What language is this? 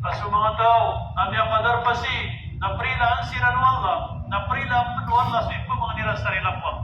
Maranao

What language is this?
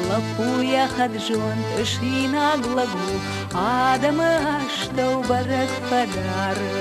Ossetic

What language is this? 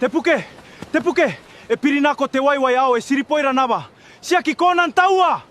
Gilbertese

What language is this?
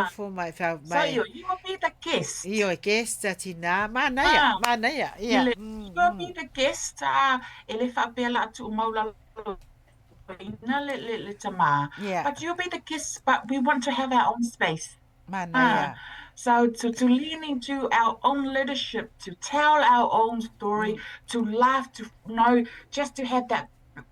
Samoan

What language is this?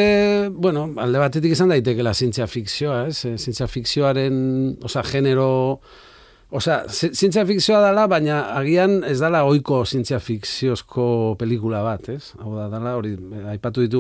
Basque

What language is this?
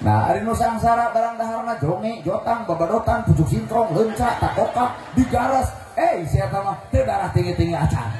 Sundanese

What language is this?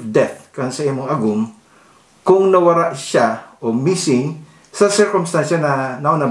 Bikol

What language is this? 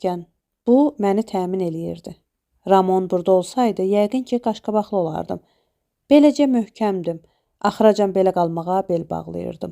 Azerbaijani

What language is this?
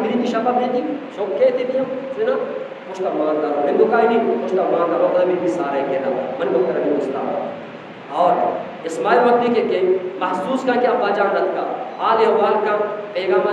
Eastern Balochi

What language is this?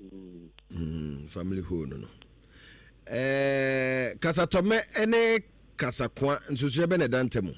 Akan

